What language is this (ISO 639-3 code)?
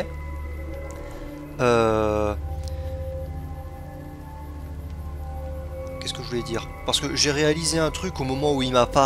fra